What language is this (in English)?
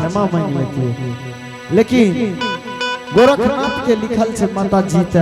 Angika